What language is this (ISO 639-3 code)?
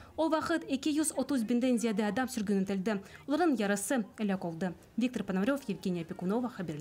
crh